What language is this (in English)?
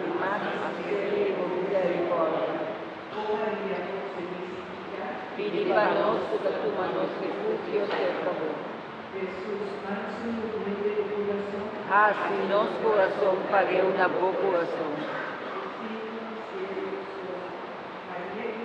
Papiamento